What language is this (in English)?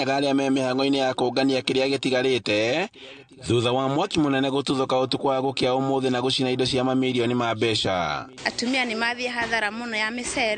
Kikuyu